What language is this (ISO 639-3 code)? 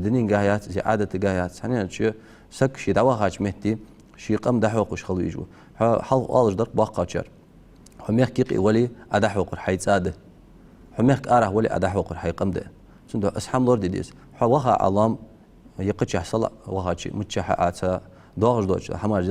inh